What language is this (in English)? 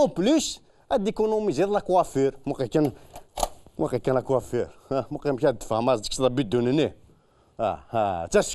Kabyle